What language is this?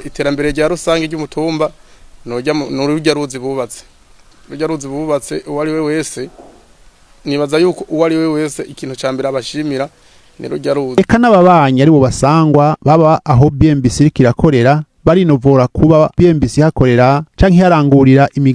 Rundi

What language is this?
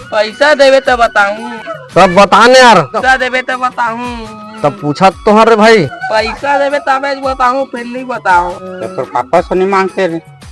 Chhattisgarhi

